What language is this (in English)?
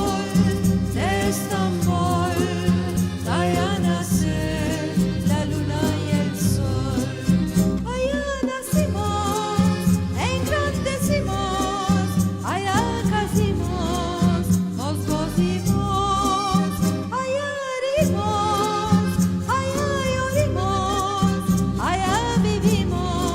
Ladino